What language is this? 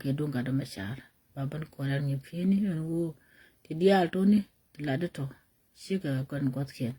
Nuer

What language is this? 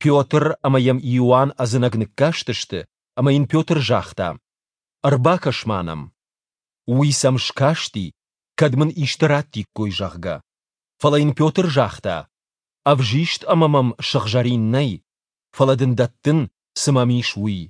Ossetic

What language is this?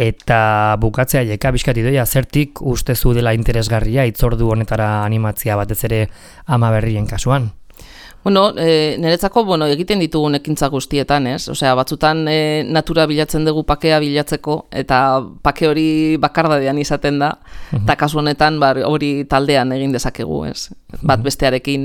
Basque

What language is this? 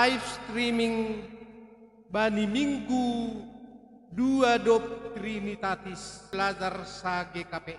Batak Simalungun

